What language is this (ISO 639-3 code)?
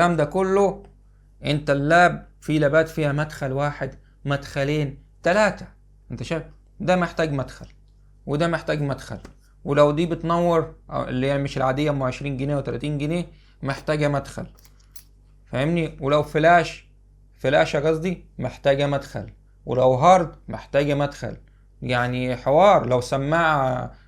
arz